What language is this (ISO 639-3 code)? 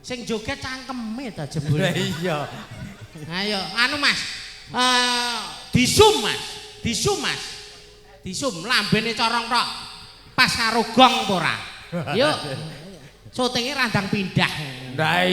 jav